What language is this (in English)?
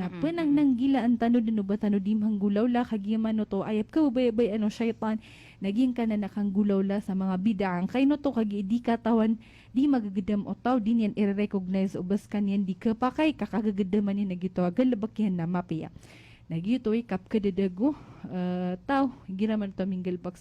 Maranao